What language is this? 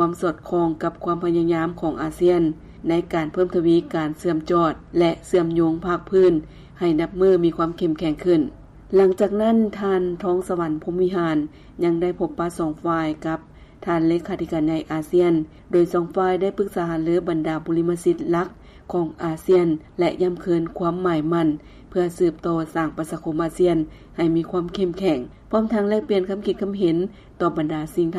Lao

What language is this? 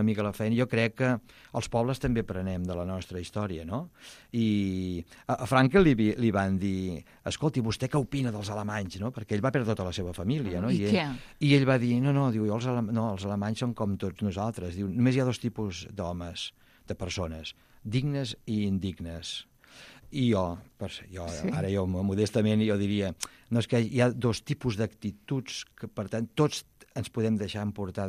Catalan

